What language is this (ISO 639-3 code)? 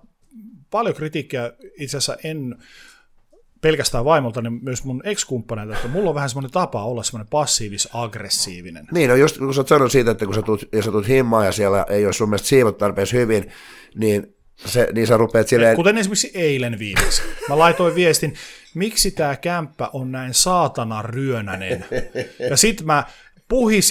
fin